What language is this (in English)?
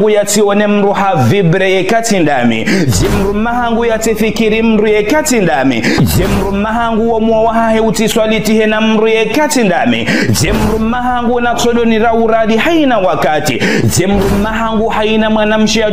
Ngazidja Comorian